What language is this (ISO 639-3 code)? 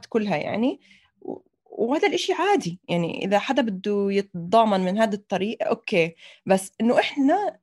apc